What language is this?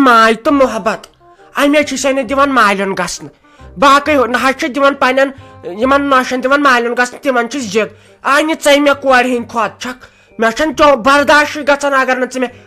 Kashmiri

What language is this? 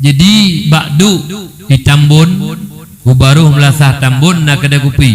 Achinese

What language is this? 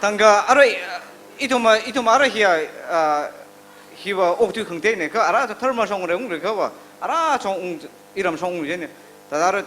Tangkhul Naga (India)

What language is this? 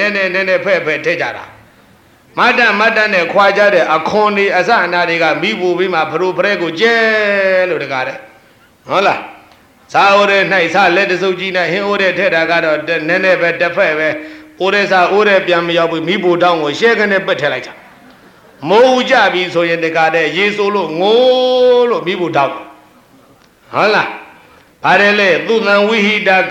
Burmese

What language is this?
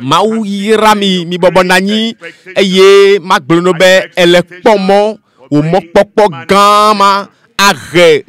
Ewe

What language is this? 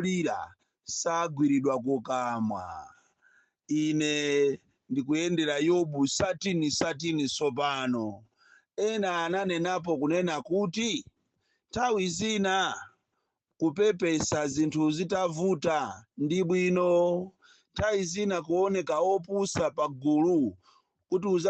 Nyanja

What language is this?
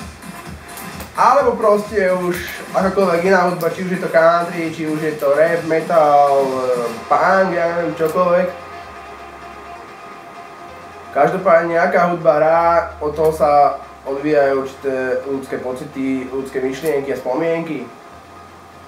Slovak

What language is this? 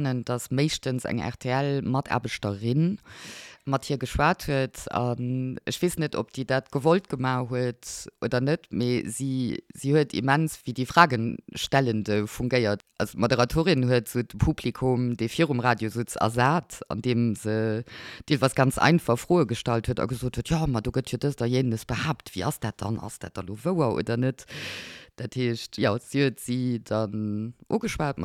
Luxembourgish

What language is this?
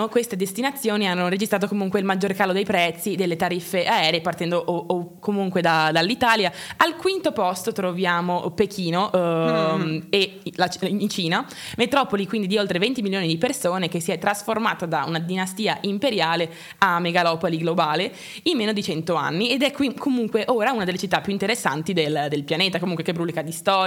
Italian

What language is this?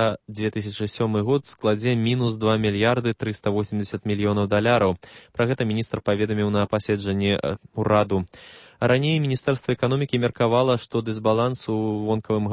Belarusian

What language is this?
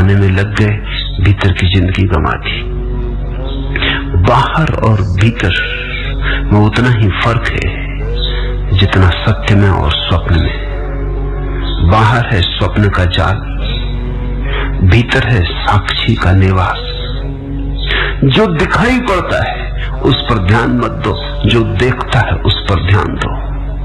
Hindi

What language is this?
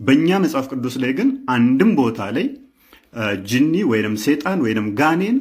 Amharic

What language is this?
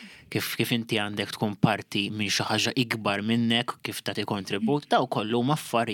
Maltese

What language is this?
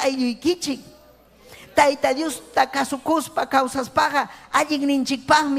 Ayacucho Quechua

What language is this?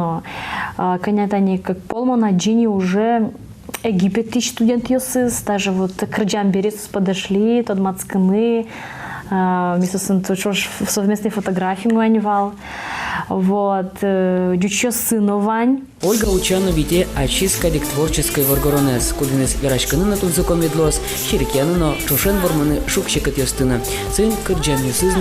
Udmurt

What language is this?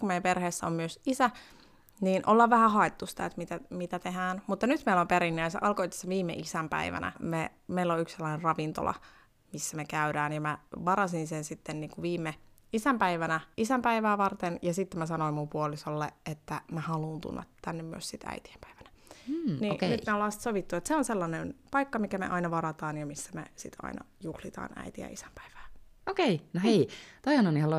Finnish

